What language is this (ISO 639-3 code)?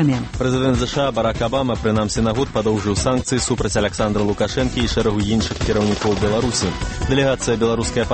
bel